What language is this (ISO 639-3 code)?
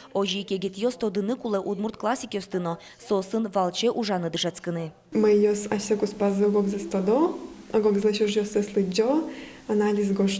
udm